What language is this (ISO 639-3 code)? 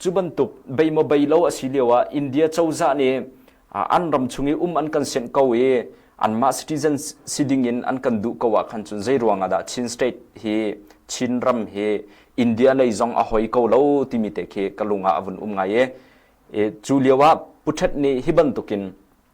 cnh